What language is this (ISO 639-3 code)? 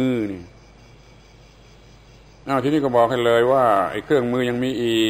tha